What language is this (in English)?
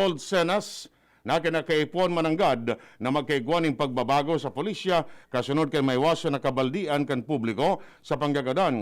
Bikol